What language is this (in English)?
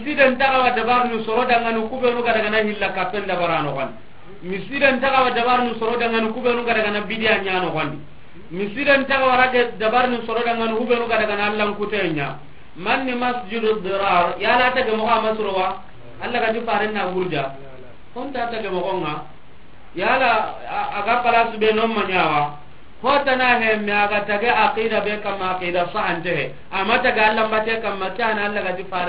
Soninke